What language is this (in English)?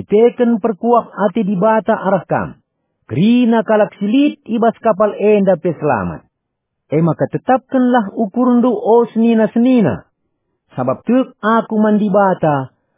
Batak Karo